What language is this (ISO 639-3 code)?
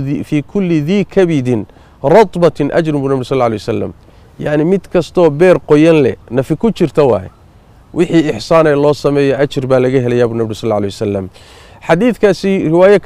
som